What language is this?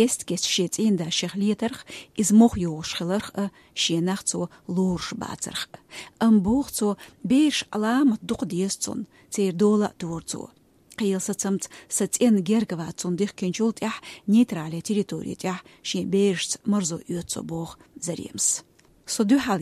Chechen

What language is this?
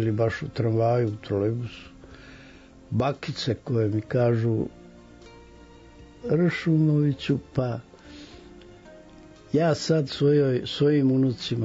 Serbian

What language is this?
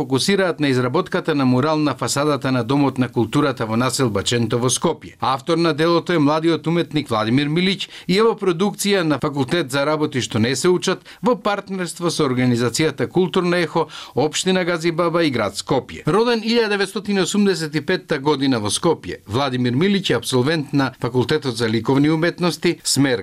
Macedonian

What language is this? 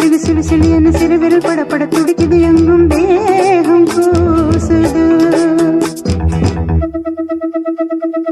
Tamil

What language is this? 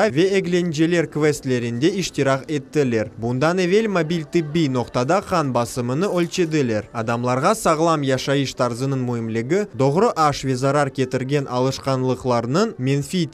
Crimean Tatar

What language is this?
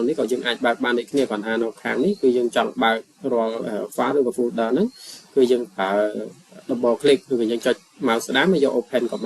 Khmer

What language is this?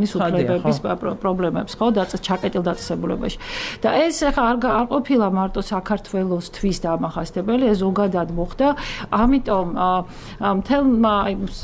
Georgian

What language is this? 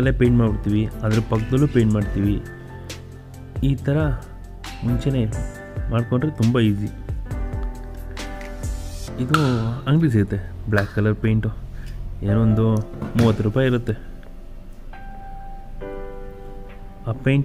Kannada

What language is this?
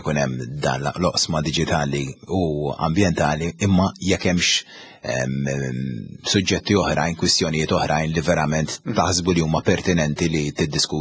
Maltese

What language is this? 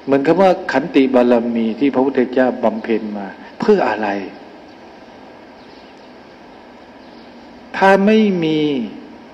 Thai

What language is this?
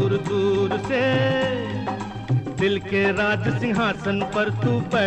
Hindi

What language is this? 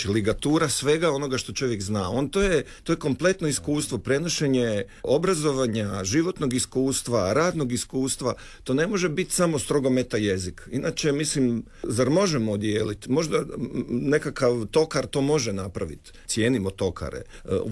Croatian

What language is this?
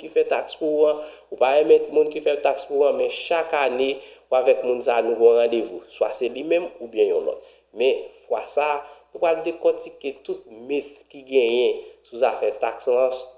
Haitian Creole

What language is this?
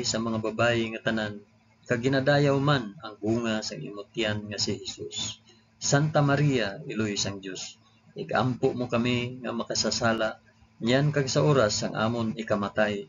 Hiligaynon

